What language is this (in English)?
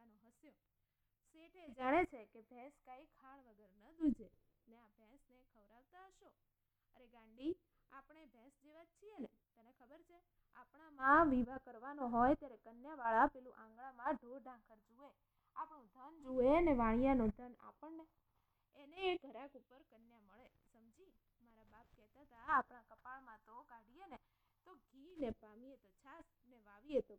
Gujarati